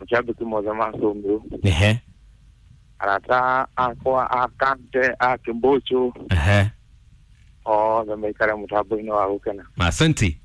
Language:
Kikuyu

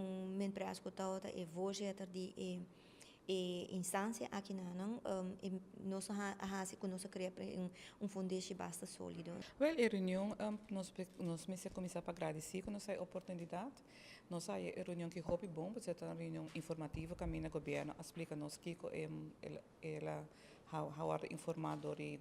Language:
Papiamento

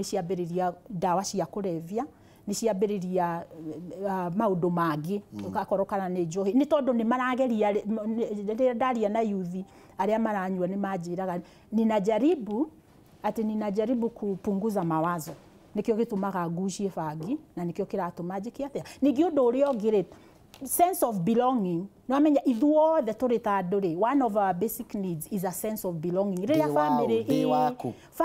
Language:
Kikuyu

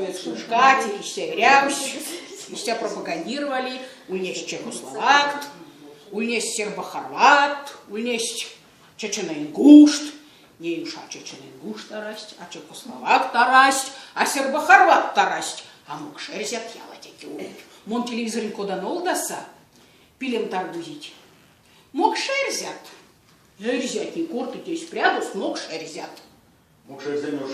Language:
Erzya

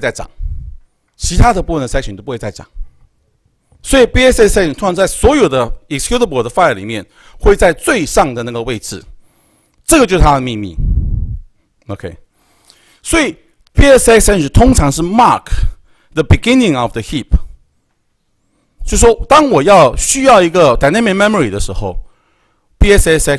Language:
Chinese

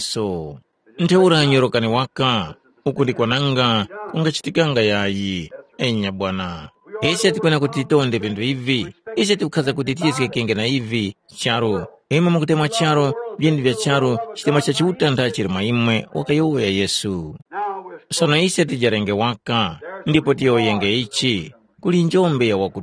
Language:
Tumbuka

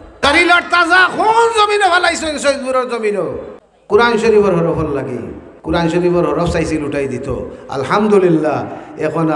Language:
Sylheti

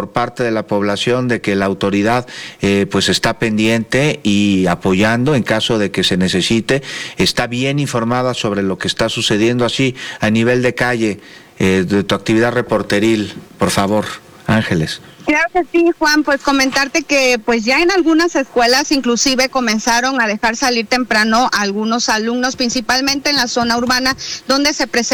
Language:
Spanish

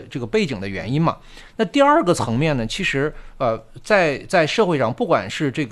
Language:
Chinese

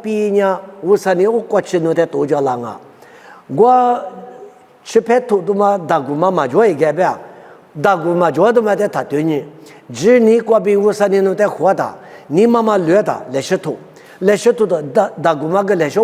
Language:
Lisu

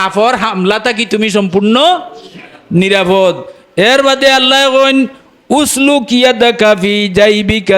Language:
Sylheti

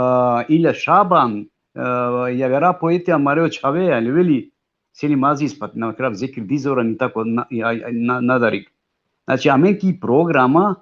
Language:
Balkan Romani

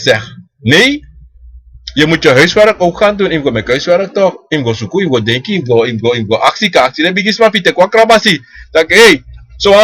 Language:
Sranan Tongo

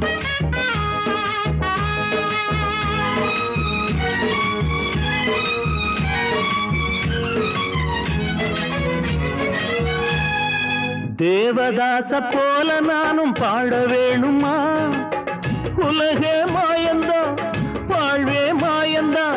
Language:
Tamil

